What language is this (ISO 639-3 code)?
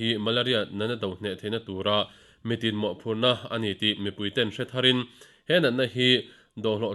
lus